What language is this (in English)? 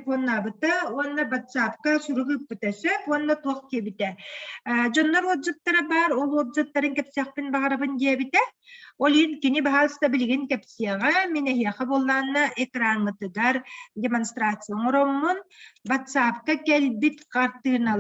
Yakut